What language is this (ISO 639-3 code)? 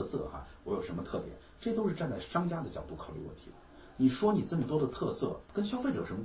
zho